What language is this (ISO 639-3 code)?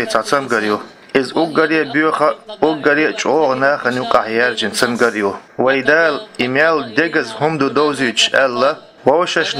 che